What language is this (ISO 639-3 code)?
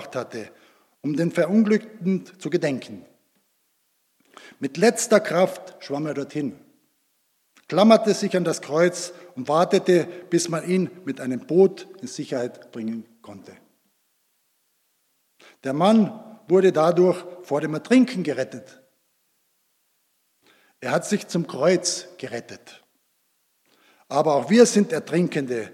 deu